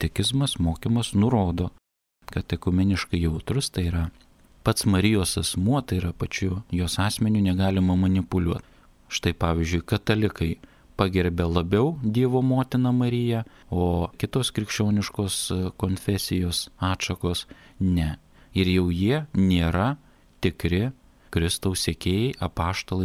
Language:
Lithuanian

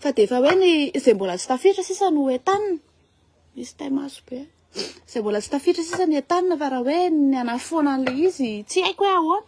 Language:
Malagasy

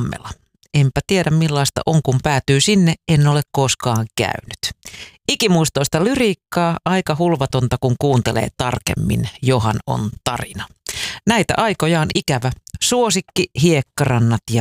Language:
Finnish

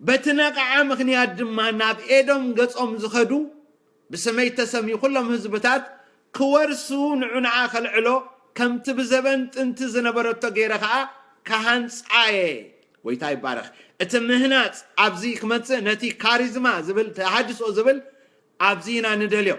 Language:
Tigrinya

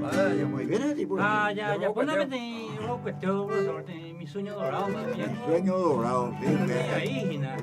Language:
Guarani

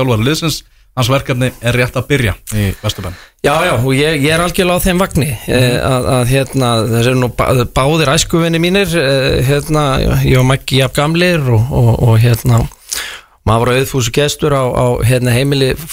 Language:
Icelandic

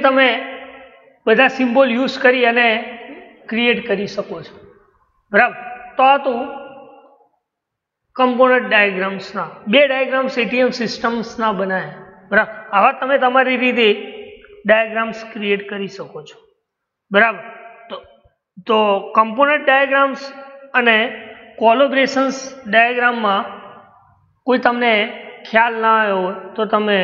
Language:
Gujarati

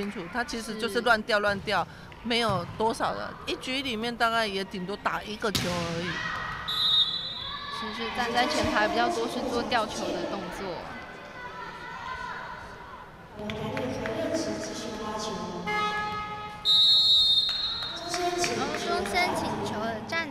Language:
Chinese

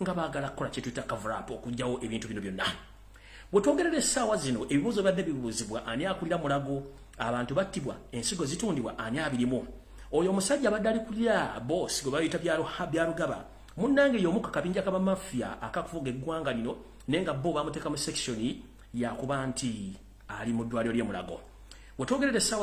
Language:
Ganda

